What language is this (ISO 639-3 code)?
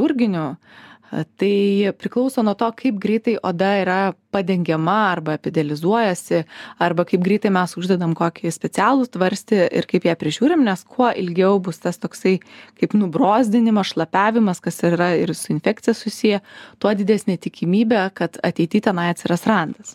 lit